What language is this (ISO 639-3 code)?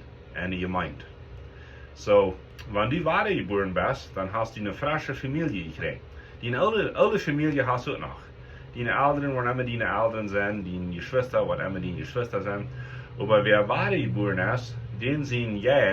pdt